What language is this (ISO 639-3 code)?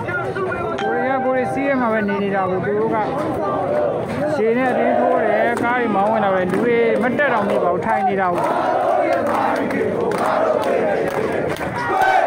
mya